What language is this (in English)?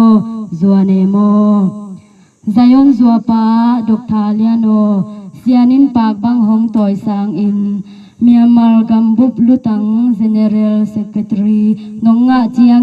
Tedim Chin